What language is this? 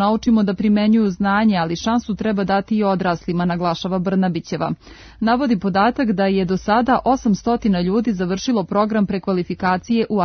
Serbian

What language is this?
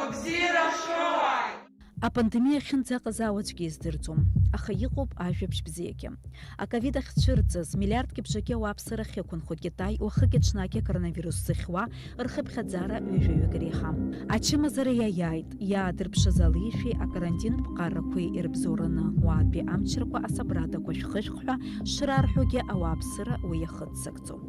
Abkhazian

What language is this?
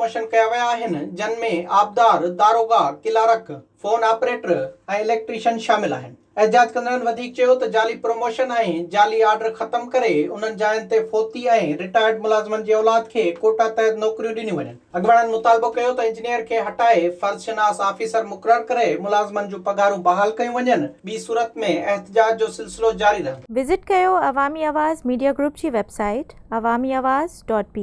Sindhi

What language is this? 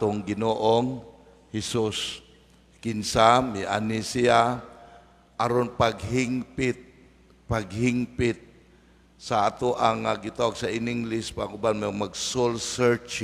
Cebuano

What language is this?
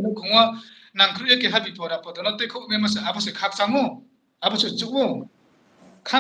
Riang (India)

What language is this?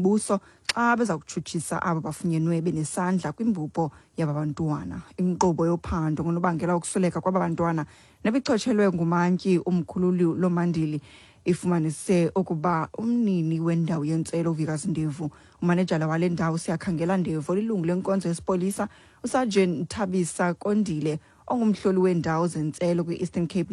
Xhosa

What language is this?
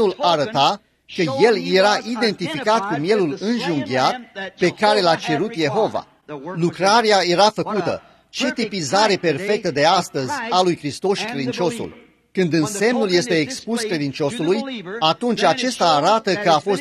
Romanian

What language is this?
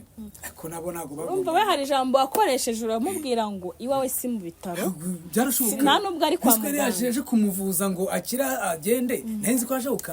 Kinyarwanda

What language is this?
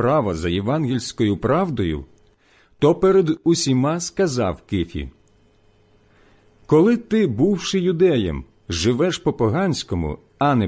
Ukrainian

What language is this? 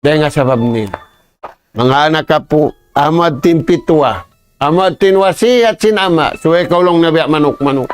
Tausug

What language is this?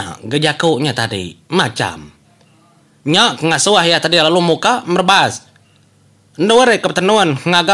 Iban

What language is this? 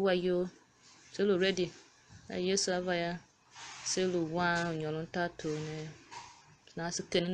Tiv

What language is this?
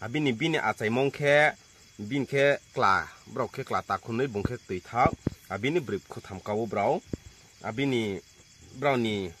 Riang (India)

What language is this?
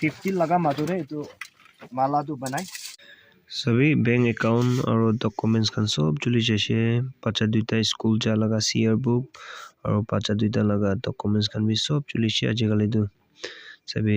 Naga Pidgin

